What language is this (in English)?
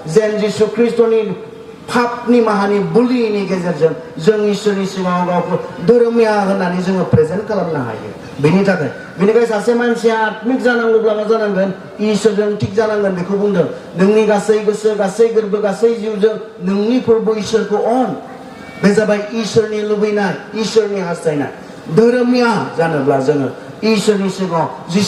Bodo